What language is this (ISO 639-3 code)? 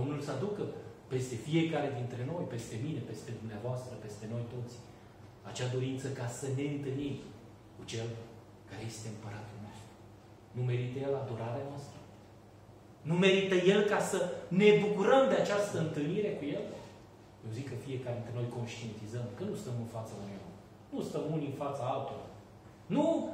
ron